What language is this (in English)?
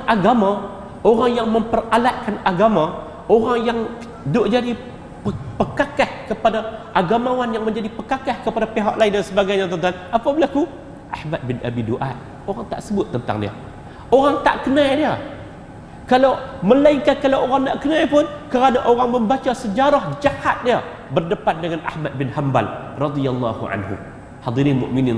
Malay